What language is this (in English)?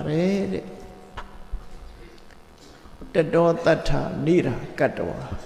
Burmese